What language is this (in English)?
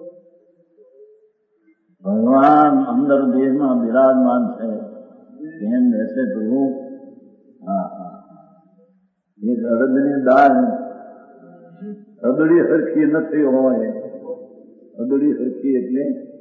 Gujarati